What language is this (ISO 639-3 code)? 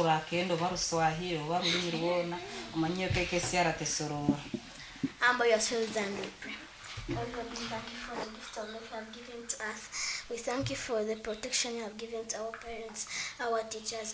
nyn